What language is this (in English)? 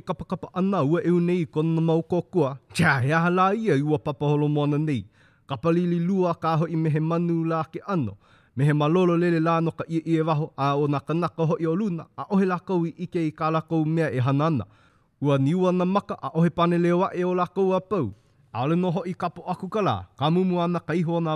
Hawaiian